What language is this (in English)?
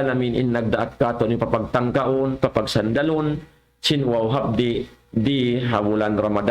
Tausug